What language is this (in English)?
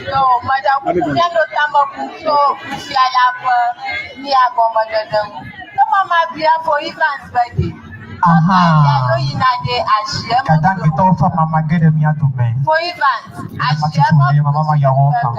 Ewe